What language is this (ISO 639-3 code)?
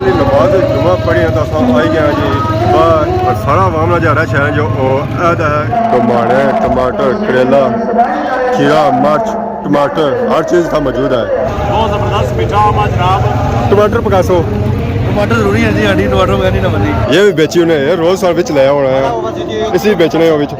phr